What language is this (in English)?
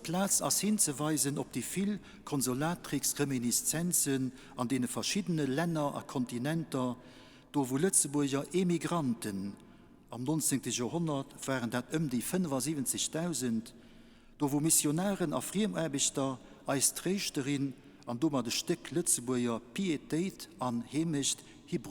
Luxembourgish